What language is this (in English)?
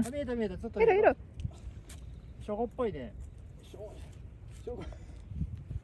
Japanese